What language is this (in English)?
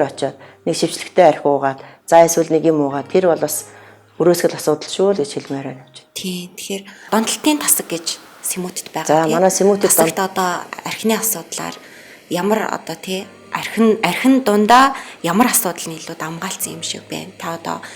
Mongolian